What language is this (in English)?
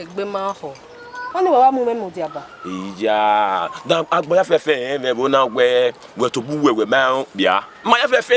Bini